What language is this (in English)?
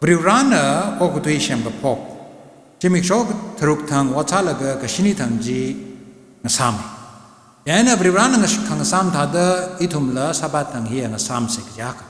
Tangkhul Naga (India)